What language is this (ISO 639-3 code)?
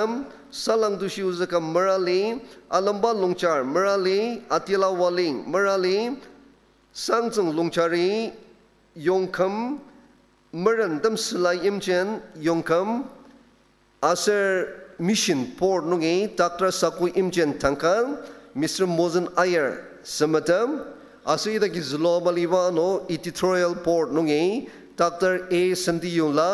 njo